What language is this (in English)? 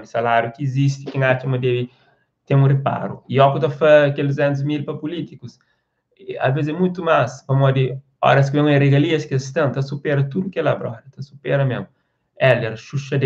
Kabuverdianu